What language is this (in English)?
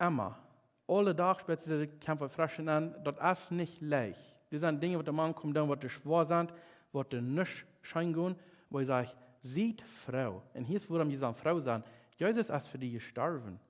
Plautdietsch